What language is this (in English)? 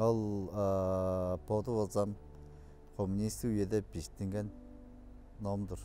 Tuvinian